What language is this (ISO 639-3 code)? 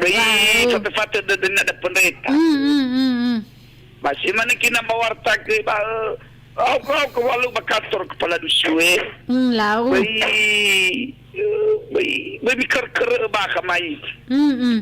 nia